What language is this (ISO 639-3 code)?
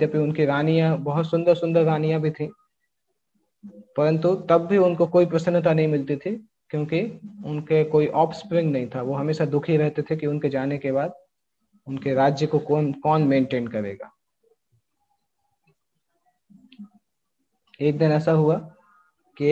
hin